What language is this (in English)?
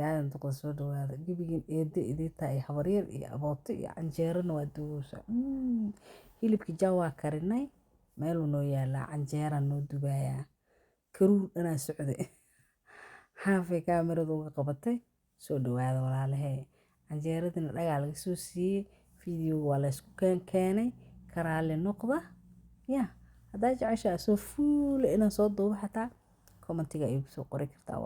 Somali